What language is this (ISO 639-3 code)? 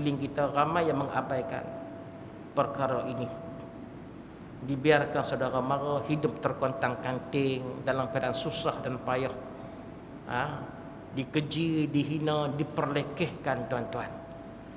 msa